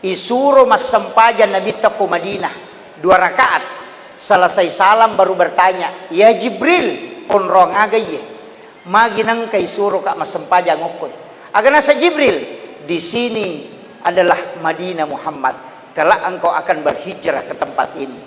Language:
Buginese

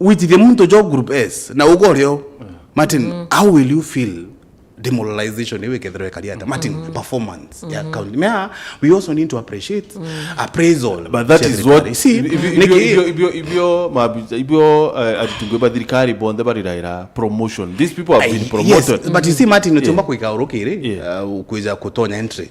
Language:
Meru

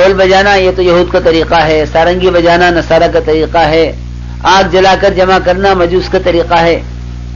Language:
Urdu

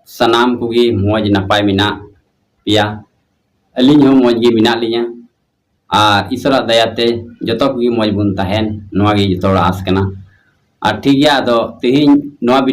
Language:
Santali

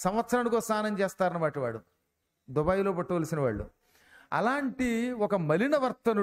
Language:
Telugu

